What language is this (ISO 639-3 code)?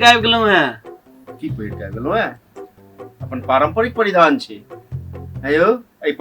mai